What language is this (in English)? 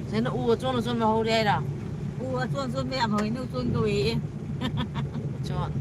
Manipuri